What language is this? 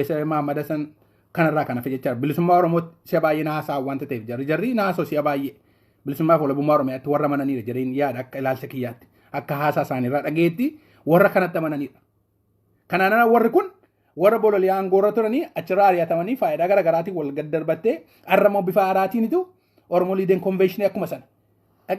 Oromo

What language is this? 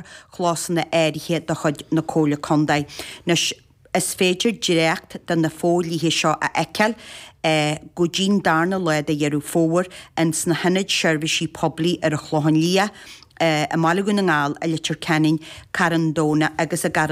Irish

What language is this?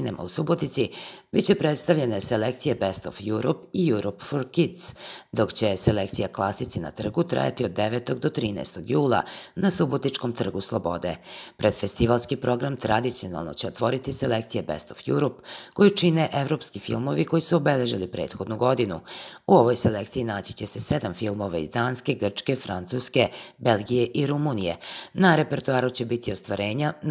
Serbian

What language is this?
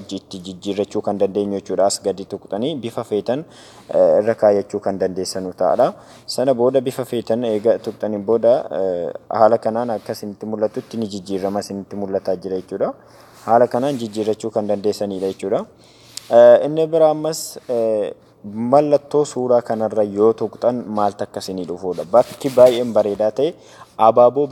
Oromo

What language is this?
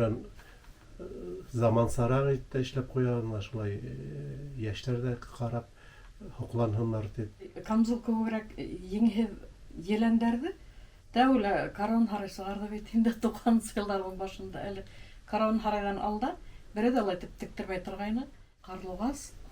Bashkir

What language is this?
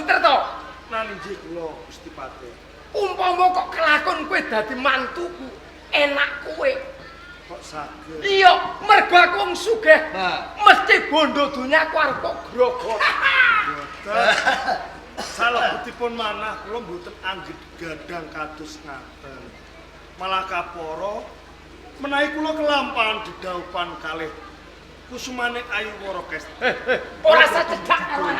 Javanese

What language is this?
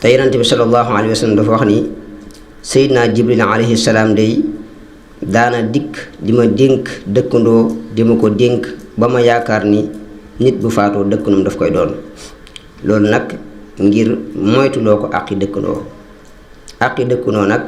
Wolof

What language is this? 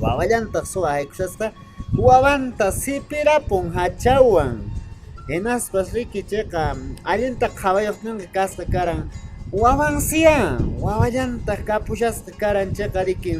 Quechua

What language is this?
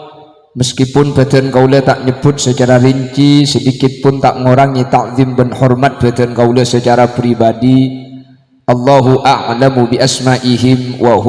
Madurese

